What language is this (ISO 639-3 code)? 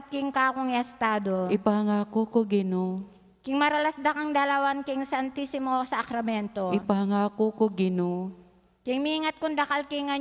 pam